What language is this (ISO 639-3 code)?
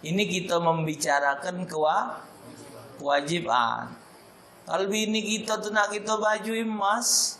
mui